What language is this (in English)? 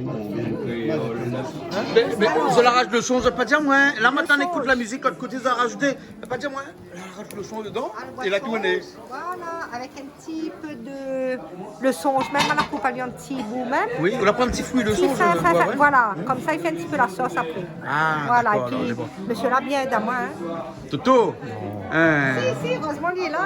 Réunion Creole French